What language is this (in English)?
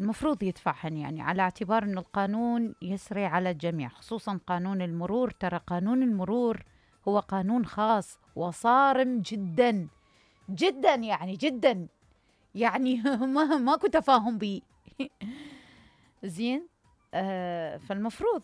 Mesopotamian Arabic